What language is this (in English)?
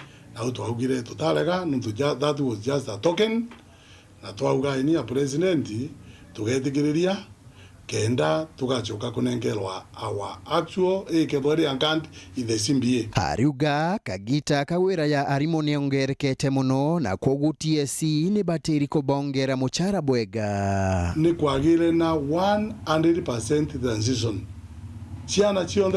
Meru